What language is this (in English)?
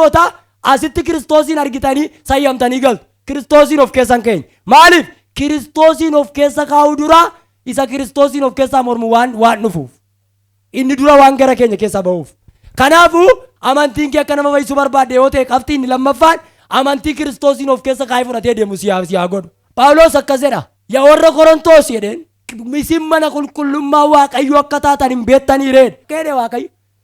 Oromo